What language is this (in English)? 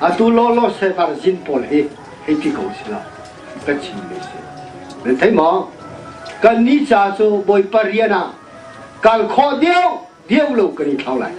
Hakha Chin